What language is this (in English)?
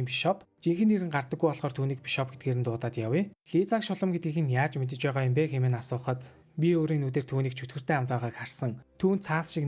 Mongolian